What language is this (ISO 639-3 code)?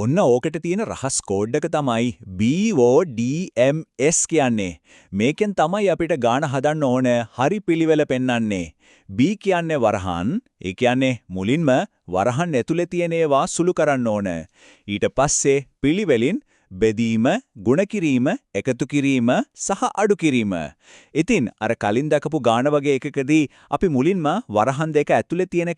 sin